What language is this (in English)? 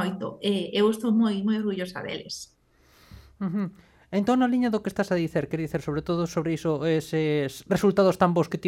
Galician